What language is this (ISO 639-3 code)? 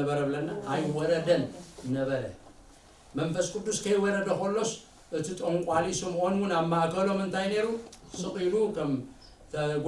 tir